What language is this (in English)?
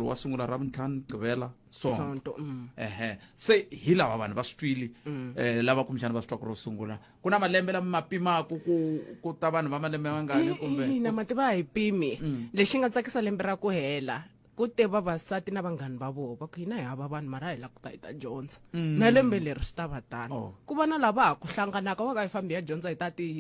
Tsonga